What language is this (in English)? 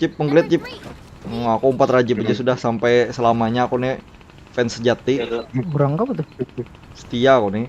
Banjar